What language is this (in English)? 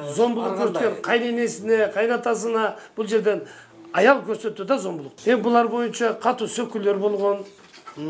Kyrgyz